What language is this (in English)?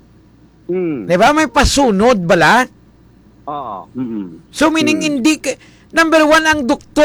Hiligaynon